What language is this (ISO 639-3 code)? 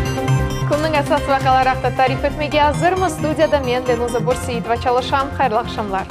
crh